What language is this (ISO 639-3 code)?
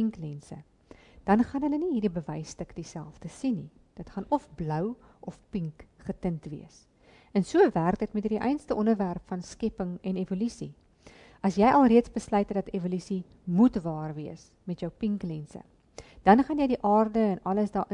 afr